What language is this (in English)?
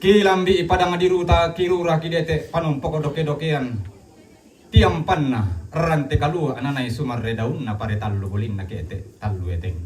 Toraja-Sa'dan